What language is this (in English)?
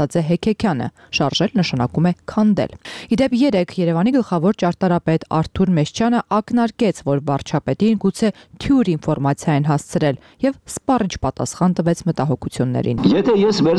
Armenian